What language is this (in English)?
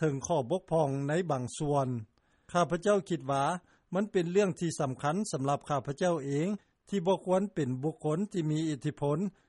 Lao